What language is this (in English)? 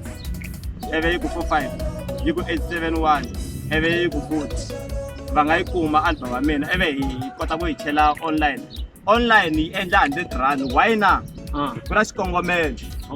Tsonga